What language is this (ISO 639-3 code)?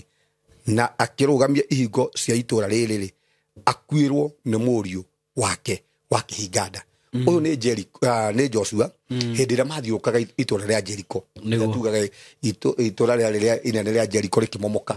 kik